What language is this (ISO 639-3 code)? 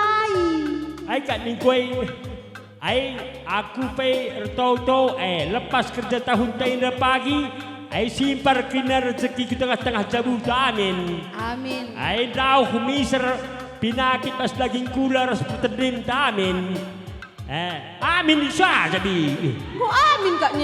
btx